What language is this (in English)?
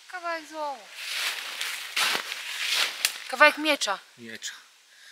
Polish